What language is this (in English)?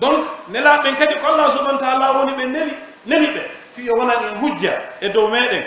Pular